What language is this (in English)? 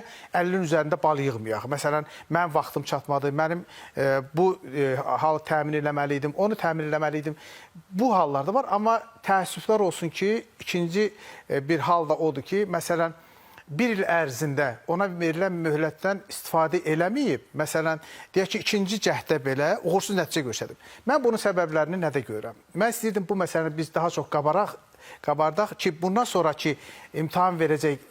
Azerbaijani